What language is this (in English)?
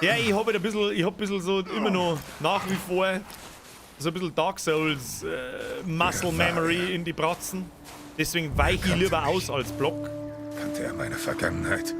Bavarian